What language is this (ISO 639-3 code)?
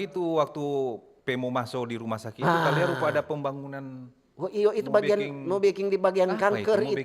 xmm